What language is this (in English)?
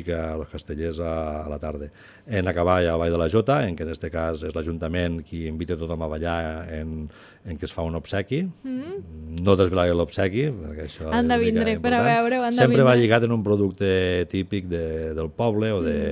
Catalan